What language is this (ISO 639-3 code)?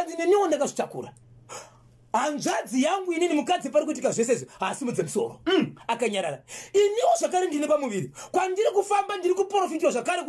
sna